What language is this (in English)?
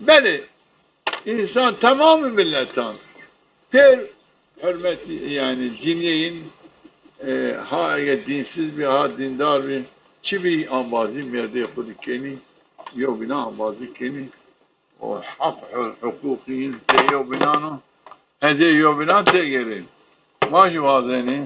Zaza